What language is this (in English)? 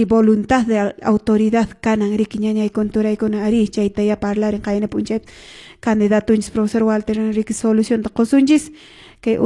Quechua